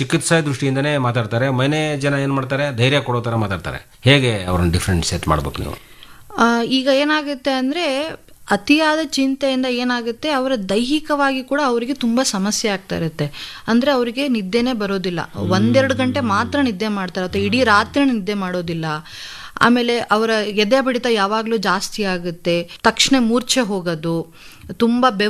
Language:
Kannada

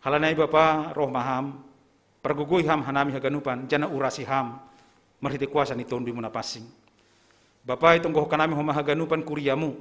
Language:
Batak Simalungun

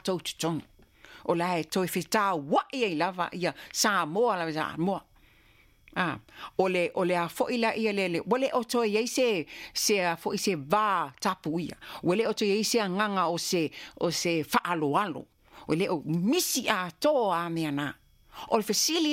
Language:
Samoan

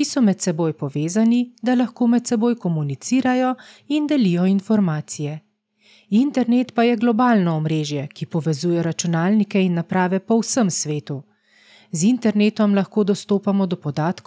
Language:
Slovenian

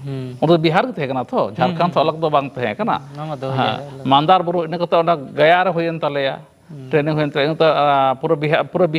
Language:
Santali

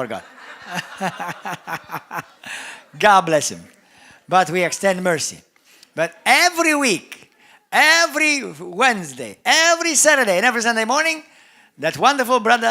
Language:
English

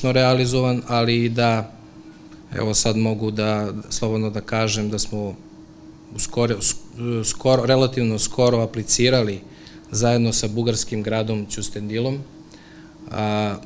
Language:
Serbian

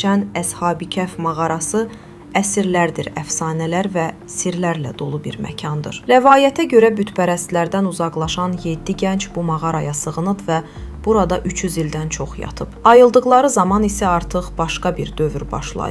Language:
Azerbaijani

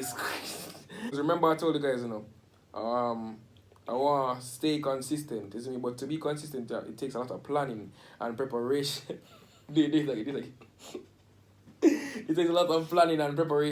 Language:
Jamaican Creole English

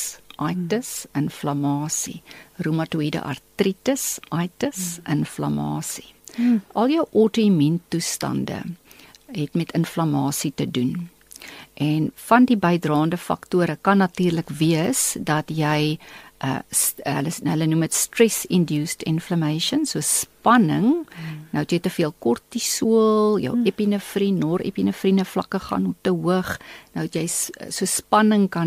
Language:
Afrikaans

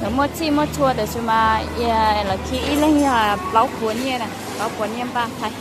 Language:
Hmong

